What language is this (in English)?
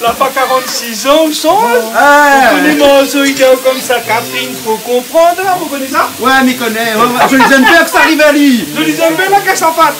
Réunion Creole French